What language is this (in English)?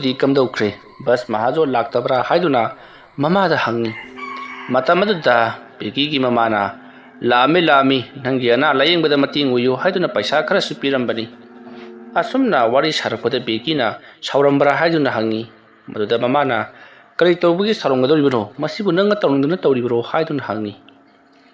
Manipuri